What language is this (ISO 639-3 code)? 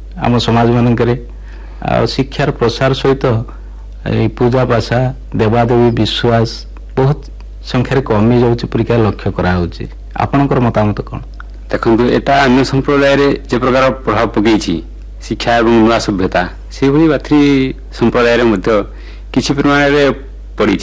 ori